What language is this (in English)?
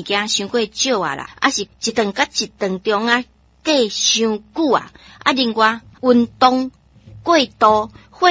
Min Nan Chinese